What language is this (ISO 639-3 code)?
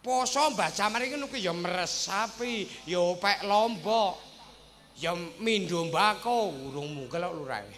jav